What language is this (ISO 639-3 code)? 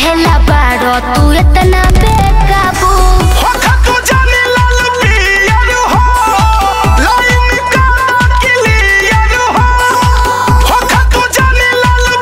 bho